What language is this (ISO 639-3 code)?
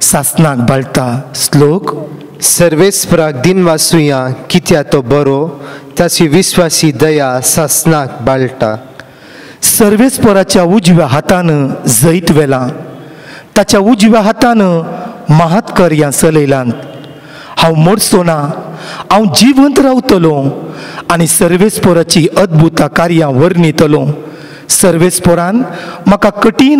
kok